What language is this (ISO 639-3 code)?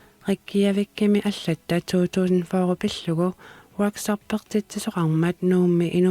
kal